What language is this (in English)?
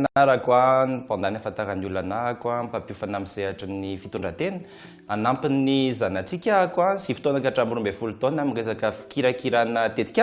Malagasy